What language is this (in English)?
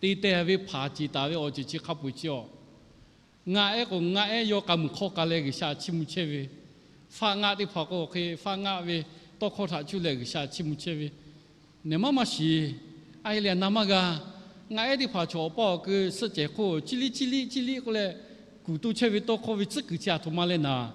Lahu